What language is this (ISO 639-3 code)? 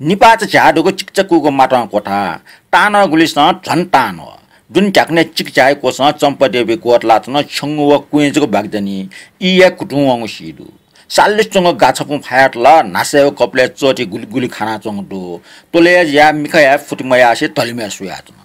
new